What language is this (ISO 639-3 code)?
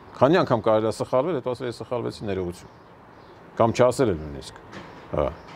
hye